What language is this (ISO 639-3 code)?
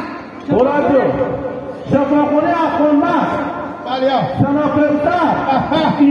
haz